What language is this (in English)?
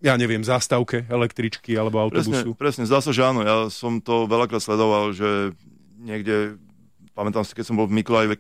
Slovak